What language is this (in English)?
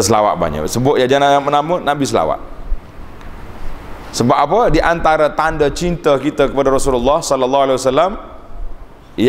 Malay